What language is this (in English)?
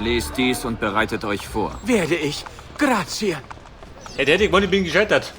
Bavarian